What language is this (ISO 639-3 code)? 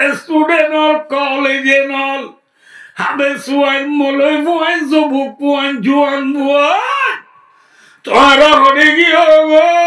rhg